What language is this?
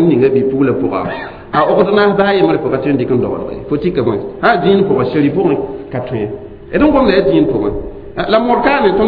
Mossi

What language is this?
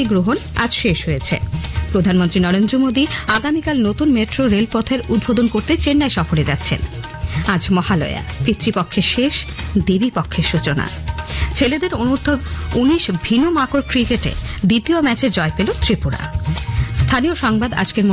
Bangla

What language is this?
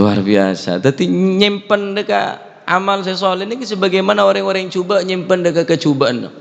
Madurese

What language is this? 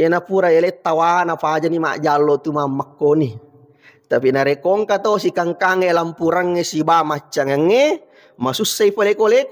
Buginese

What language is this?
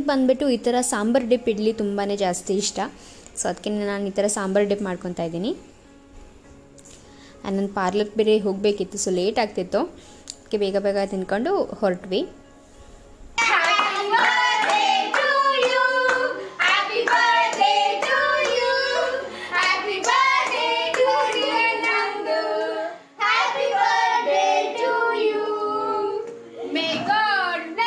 Kannada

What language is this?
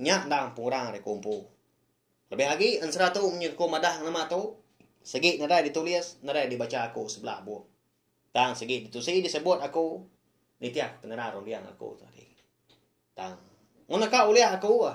Iban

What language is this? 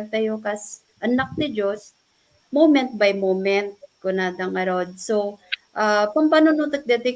Iloko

